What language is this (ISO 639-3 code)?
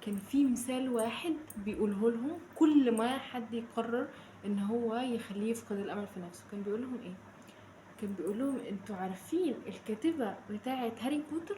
arz